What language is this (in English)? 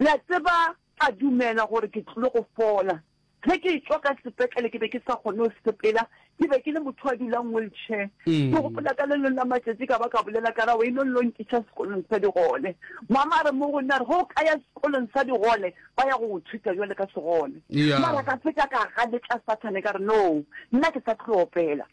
Northern Sotho